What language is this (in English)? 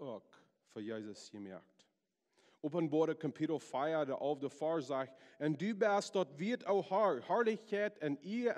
Plautdietsch